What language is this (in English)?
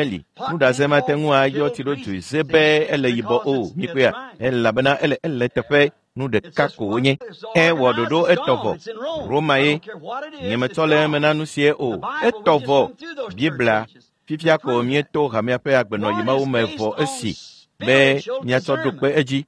Ewe